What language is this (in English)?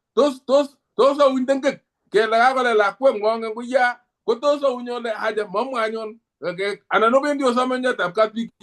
Kalenjin